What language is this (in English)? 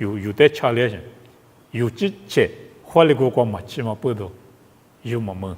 Lisu